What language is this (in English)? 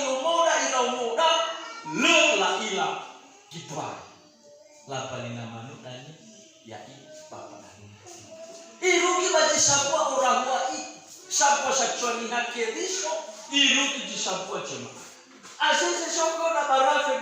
Nias